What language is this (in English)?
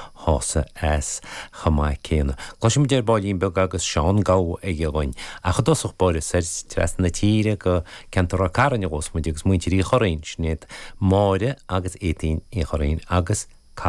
Irish